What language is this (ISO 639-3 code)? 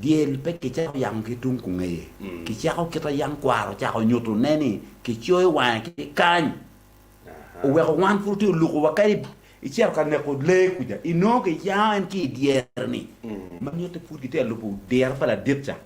ach